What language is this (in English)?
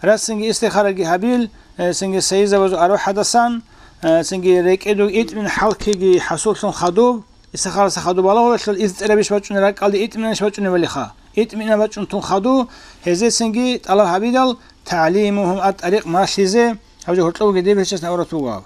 Avaric